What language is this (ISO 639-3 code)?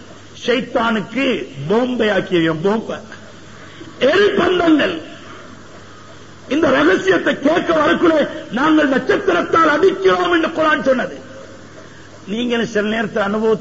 tam